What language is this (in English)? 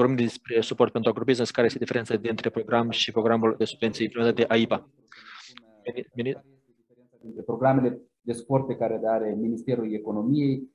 Romanian